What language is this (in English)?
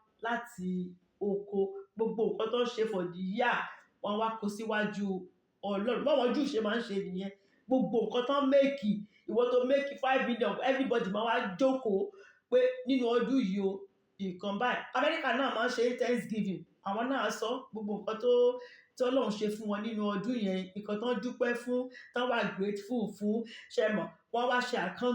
Yoruba